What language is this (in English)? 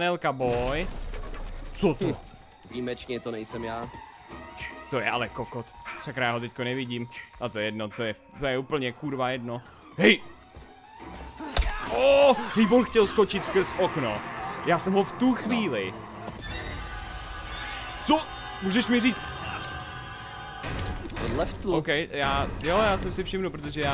Czech